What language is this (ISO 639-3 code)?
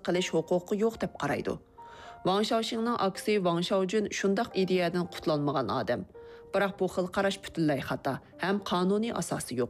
uig